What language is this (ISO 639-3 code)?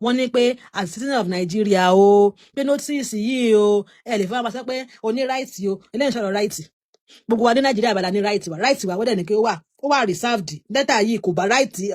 yor